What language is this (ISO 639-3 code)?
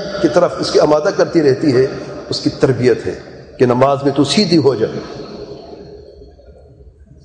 urd